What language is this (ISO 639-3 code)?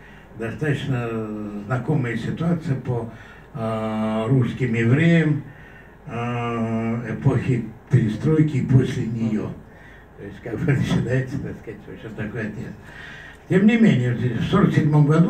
rus